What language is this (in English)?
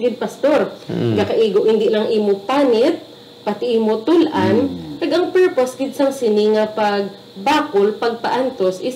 Hiligaynon